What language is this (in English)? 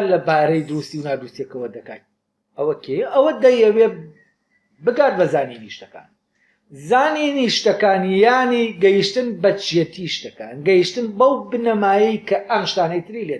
Central Kurdish